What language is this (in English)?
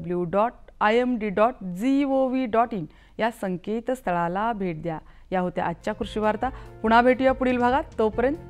Marathi